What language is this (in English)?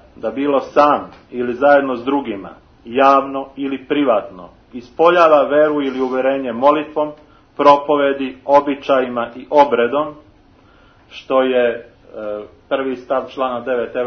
Serbian